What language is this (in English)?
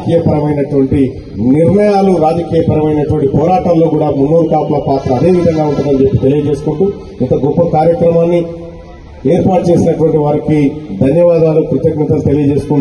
Telugu